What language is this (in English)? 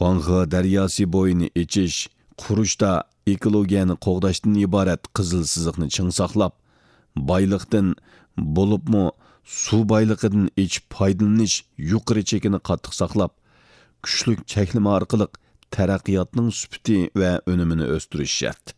Uyghur